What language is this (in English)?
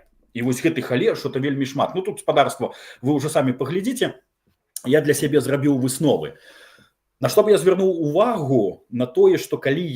Belarusian